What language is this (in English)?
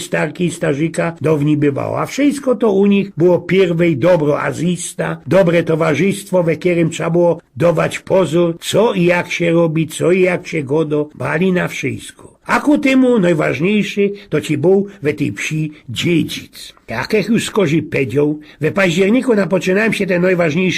Silesian